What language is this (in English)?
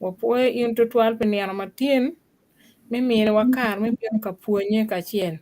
Acoli